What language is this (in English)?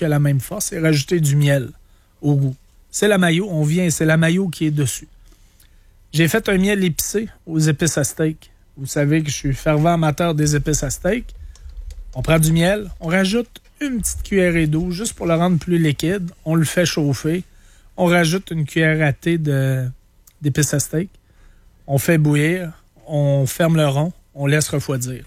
French